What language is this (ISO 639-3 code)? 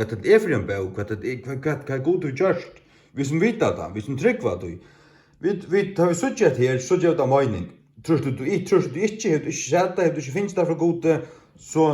fao